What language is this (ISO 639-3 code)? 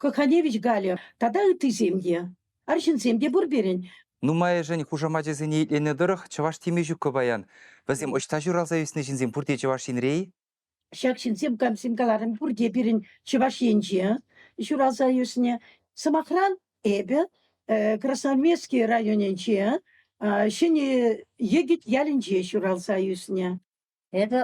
chv